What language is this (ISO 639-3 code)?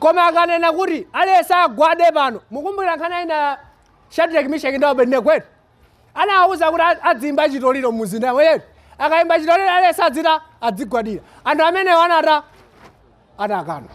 nya